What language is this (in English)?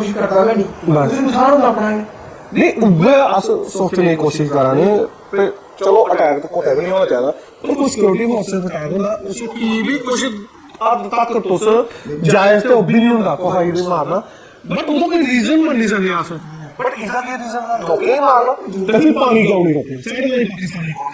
Dogri